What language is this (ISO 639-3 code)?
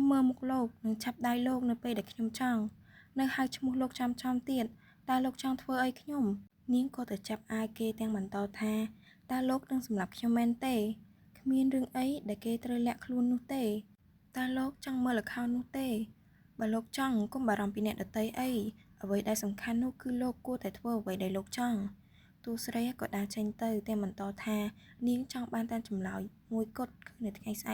khm